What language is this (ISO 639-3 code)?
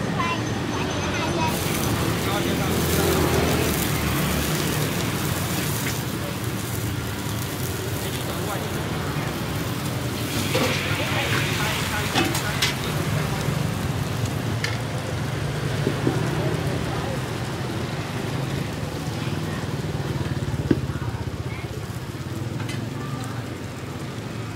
vie